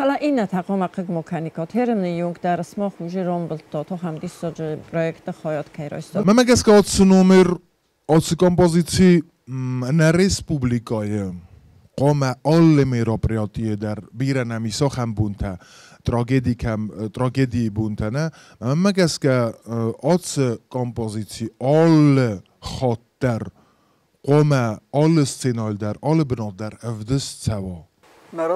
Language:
Ossetic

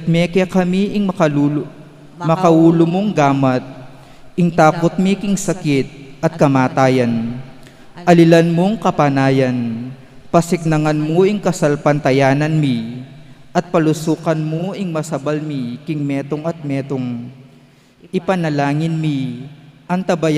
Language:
Pampanga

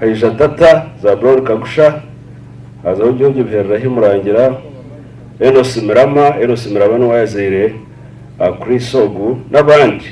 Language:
Nyankole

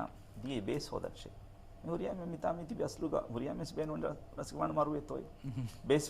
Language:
Divehi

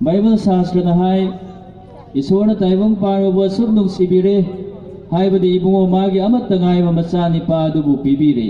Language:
Manipuri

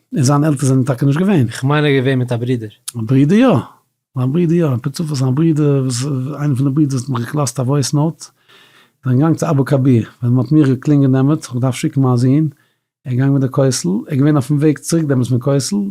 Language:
Yiddish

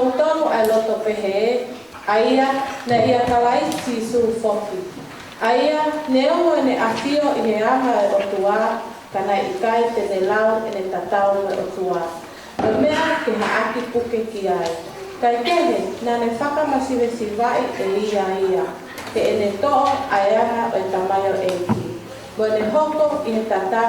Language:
Tongan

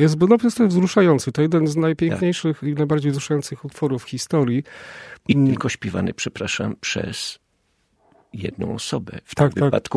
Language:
Polish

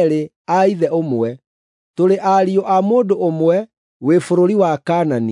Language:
Kikuyu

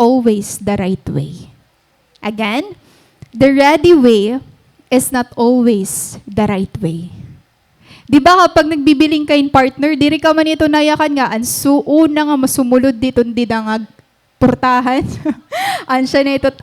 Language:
Waray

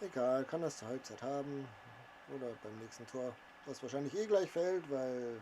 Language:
Bavarian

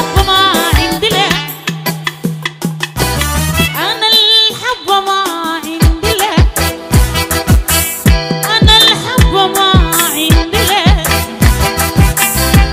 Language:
Arabic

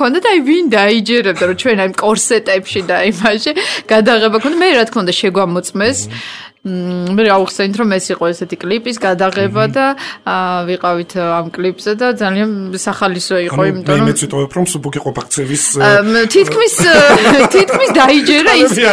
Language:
Georgian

